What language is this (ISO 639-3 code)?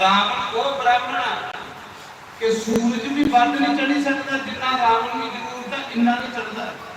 doi